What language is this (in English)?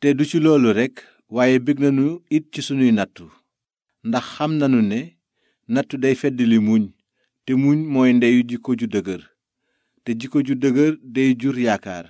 Wolof